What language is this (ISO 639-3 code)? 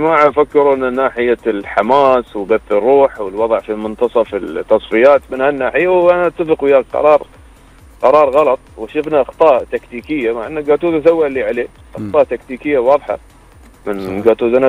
afb